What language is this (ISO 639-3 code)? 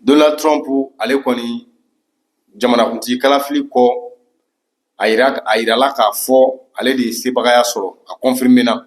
bam